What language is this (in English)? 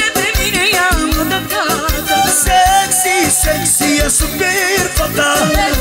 Romanian